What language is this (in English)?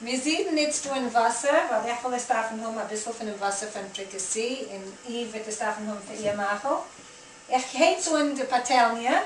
Yiddish